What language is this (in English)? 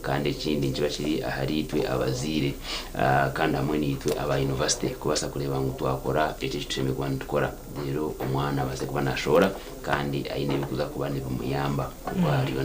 Nyankole